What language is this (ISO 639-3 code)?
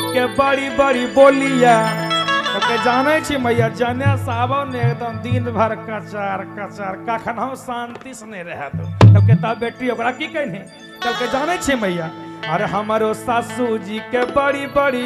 mag